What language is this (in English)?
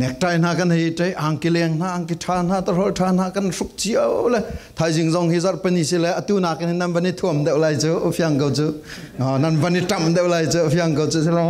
Falam Chin